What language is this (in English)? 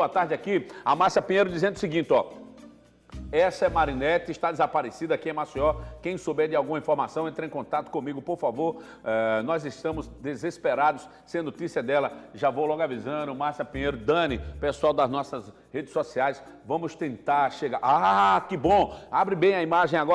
Portuguese